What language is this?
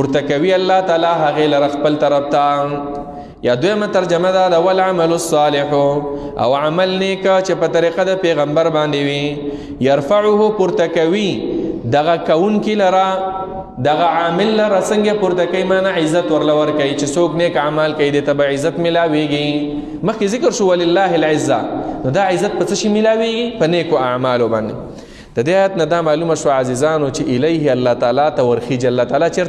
Pashto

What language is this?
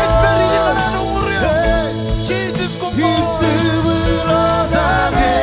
Marshallese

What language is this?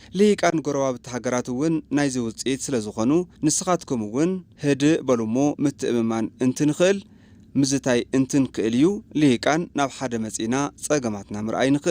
Tigrinya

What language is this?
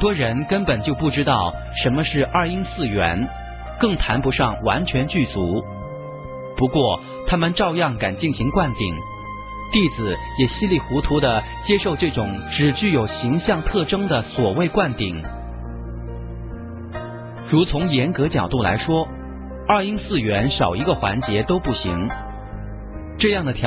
Chinese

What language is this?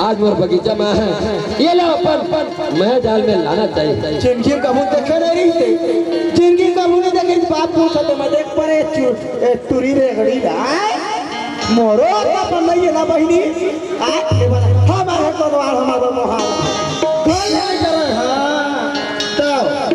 Chhattisgarhi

